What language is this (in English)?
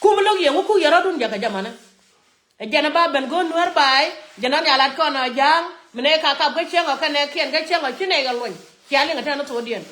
Nuer